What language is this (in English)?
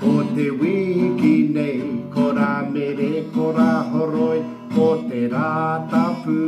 Māori